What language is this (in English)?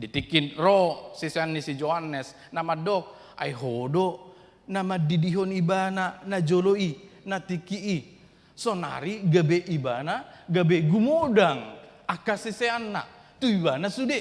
Batak Toba